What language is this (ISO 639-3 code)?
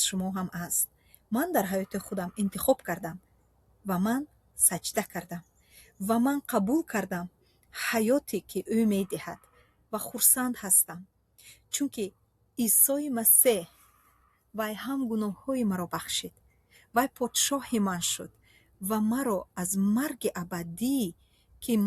tgk